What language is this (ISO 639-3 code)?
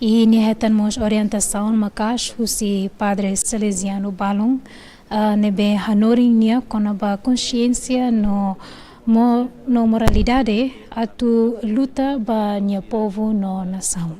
tet